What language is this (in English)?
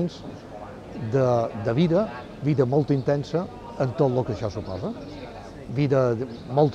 Catalan